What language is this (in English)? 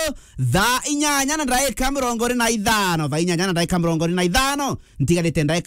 Meru